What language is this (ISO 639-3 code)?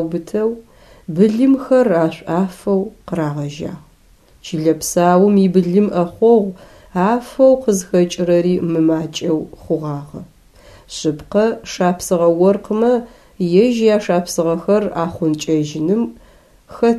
ady